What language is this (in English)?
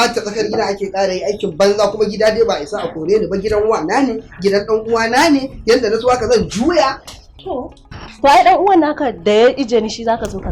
Hausa